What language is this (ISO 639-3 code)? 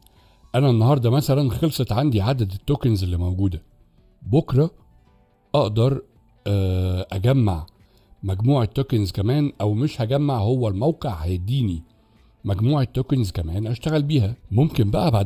arz